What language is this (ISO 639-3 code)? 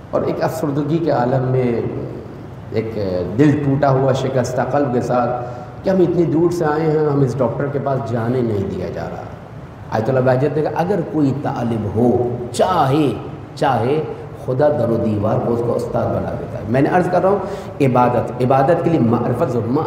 urd